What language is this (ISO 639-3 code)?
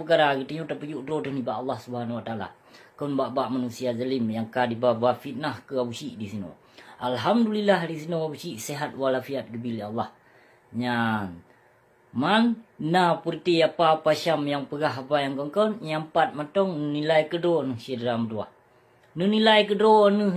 ace